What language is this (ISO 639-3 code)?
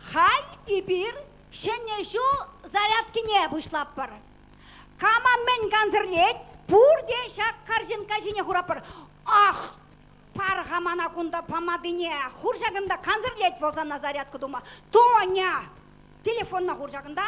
chv